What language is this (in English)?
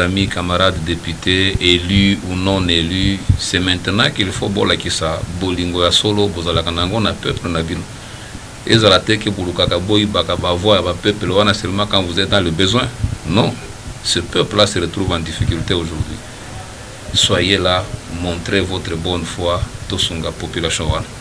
Lingala